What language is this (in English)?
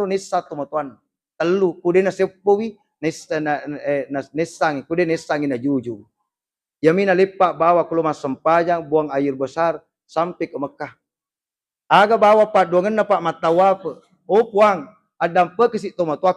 Buginese